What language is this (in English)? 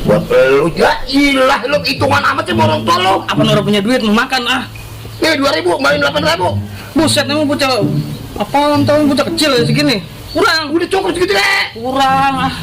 Betawi